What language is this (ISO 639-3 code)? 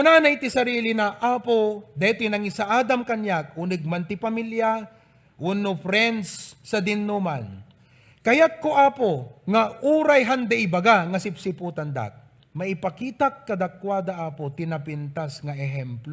ilo